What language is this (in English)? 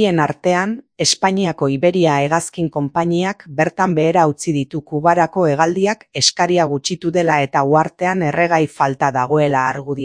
Basque